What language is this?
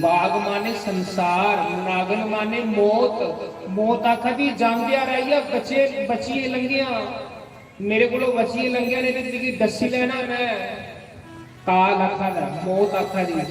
Dogri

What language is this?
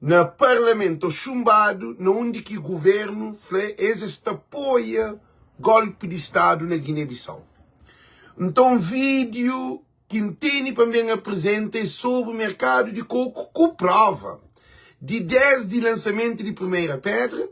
Kabuverdianu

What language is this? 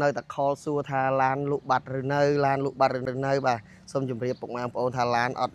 Khmer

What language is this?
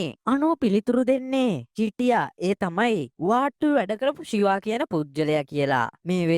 Sinhala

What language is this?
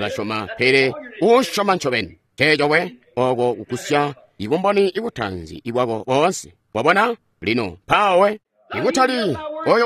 Tonga (Zambia)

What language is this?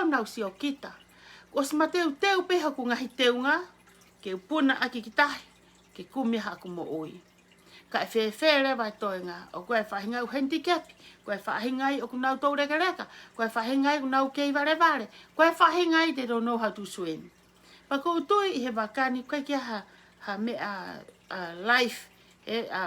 Tongan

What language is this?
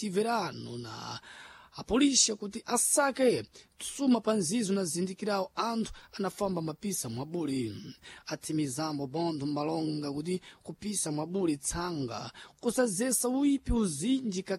Sena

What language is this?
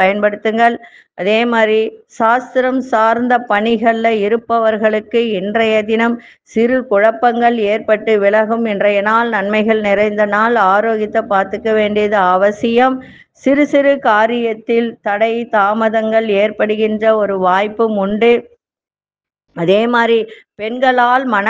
Tamil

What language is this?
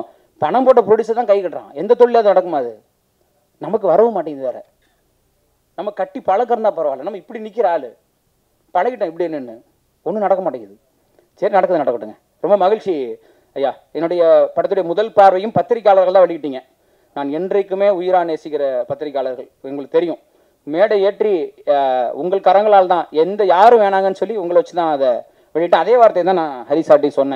Tamil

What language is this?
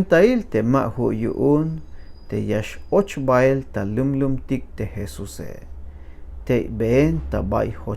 Tzeltal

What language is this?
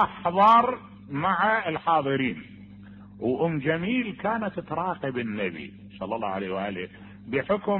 Mesopotamian Arabic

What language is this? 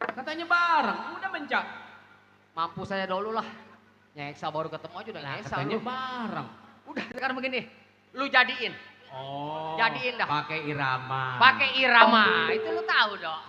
Betawi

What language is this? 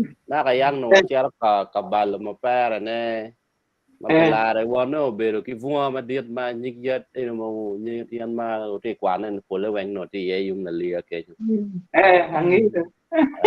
Acoli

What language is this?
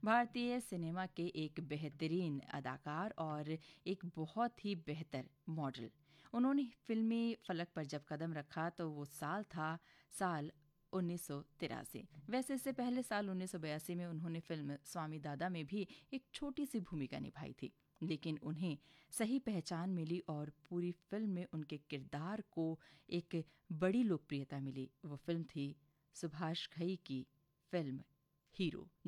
Hindi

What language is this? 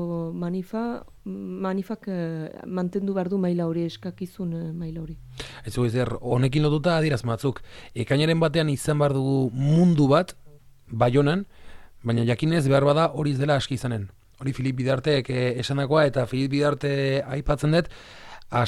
Basque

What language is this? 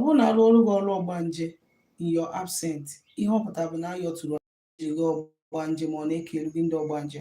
Igbo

